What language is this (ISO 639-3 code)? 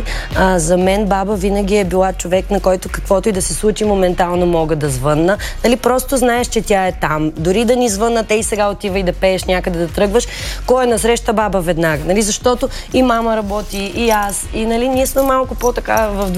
bul